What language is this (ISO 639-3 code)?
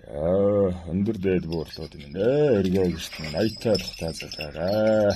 mon